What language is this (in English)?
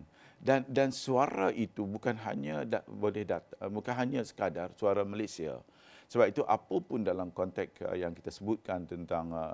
Malay